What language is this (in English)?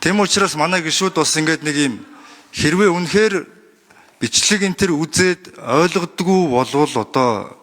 Mongolian